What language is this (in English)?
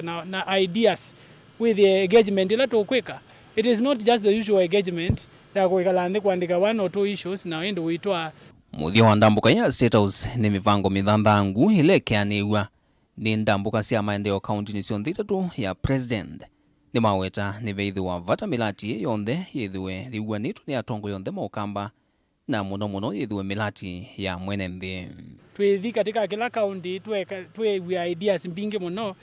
Kamba